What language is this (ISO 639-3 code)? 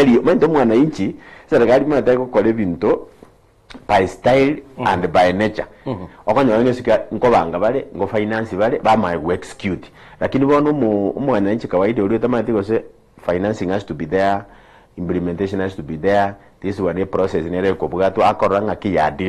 guz